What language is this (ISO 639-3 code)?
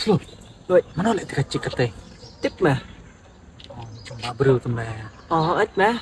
kha